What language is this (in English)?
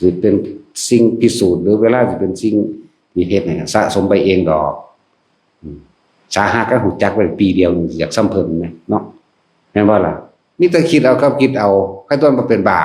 Northeastern Thai